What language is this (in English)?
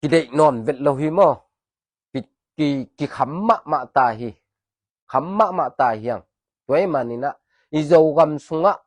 Tedim Chin